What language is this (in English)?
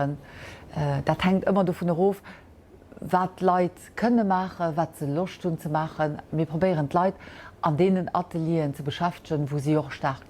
Luxembourgish